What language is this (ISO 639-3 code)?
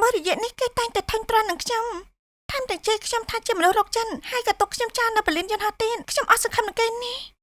khm